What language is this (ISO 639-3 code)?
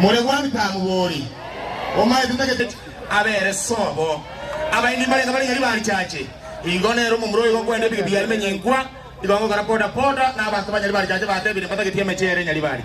guz